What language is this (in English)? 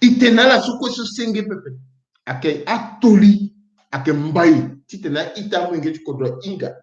Sango